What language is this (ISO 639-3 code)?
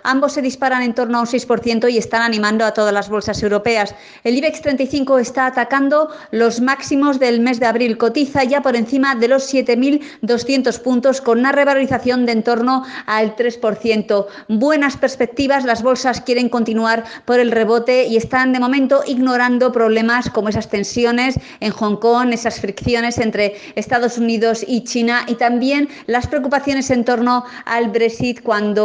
spa